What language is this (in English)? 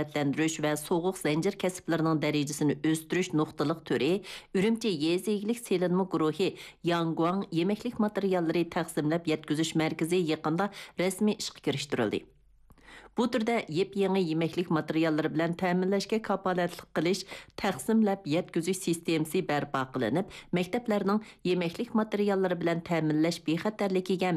Uyghur